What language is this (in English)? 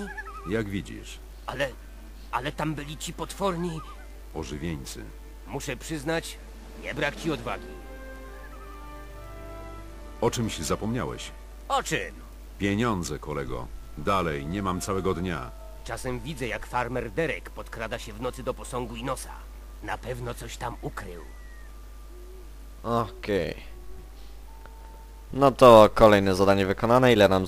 Polish